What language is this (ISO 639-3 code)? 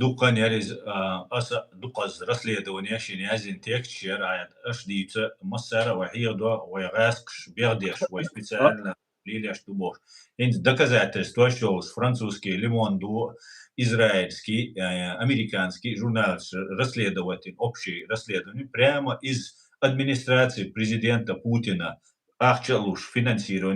che